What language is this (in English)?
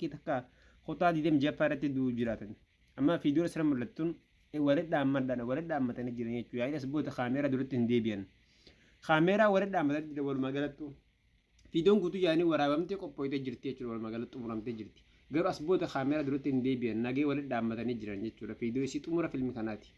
Oromo